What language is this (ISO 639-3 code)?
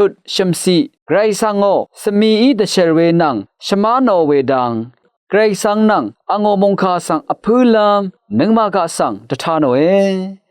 raw